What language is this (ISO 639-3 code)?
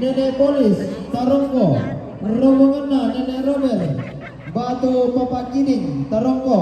sda